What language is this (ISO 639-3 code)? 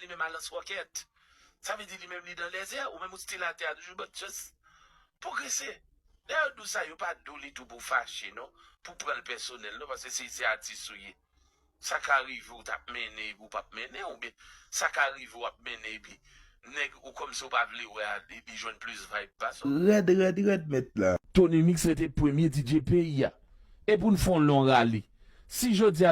hat